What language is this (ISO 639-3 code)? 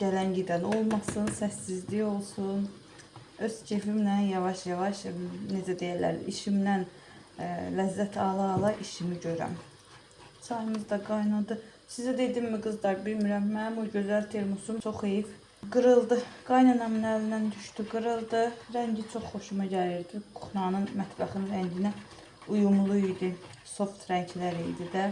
aze